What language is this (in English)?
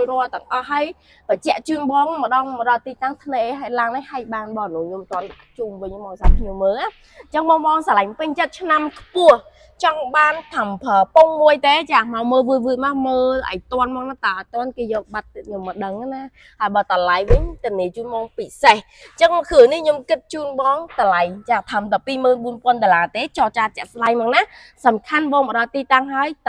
Khmer